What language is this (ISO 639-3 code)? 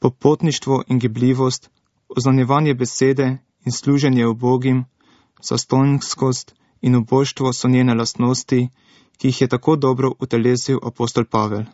slv